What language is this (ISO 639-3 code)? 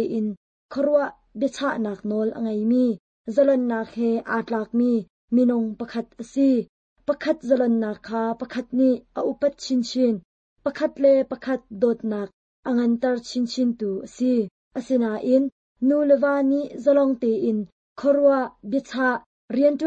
cnh